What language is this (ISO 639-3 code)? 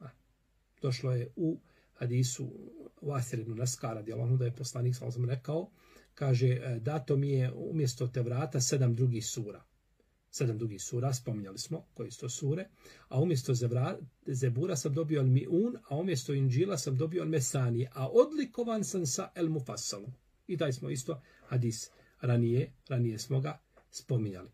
bos